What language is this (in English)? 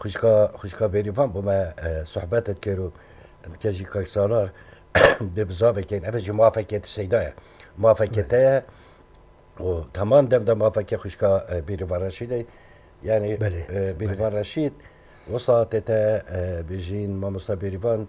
Kurdish